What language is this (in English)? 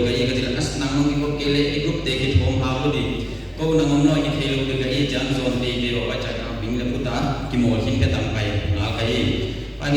Paite Chin